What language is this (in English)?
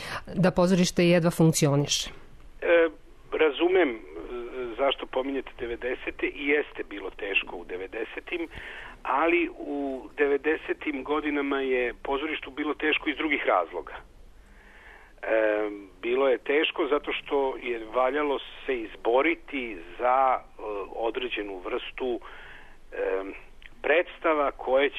Serbian